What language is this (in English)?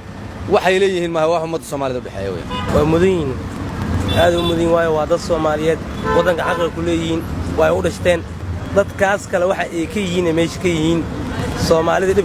Somali